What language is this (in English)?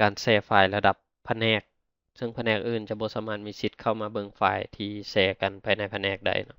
Lao